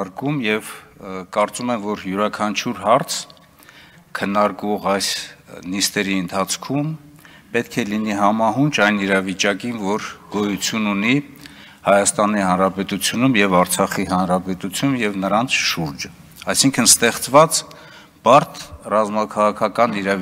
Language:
Armenian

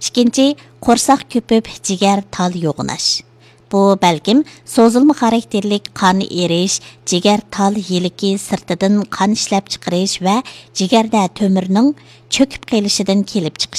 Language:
Uyghur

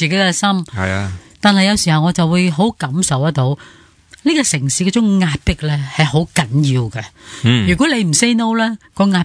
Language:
Cantonese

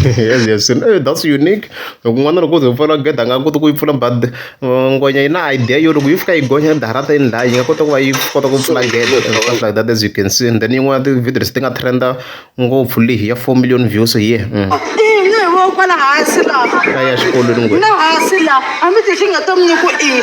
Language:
Tsonga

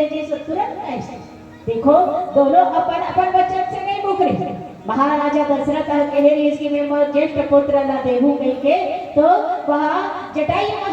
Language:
Chhattisgarhi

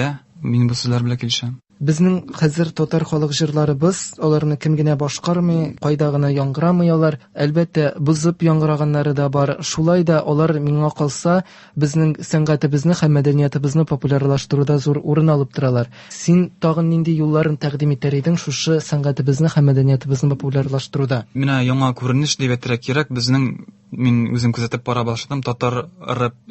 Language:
Tatar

